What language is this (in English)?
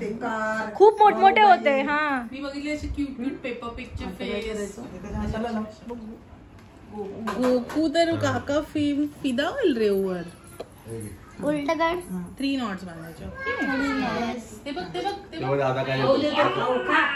Marathi